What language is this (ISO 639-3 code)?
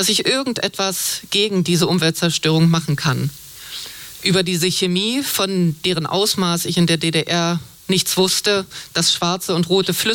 deu